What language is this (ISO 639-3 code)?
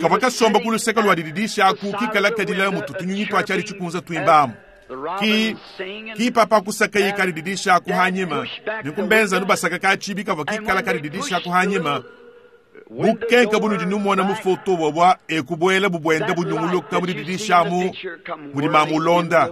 lua